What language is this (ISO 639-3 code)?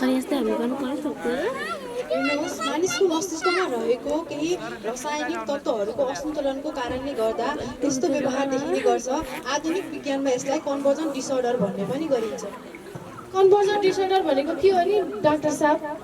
nep